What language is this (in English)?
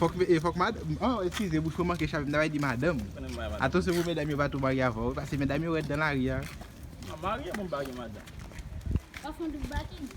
Haitian Creole